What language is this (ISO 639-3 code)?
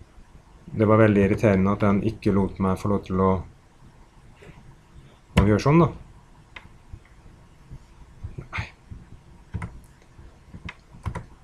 nor